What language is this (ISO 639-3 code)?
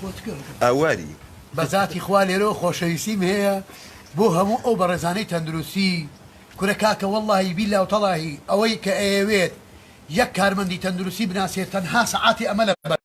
ckb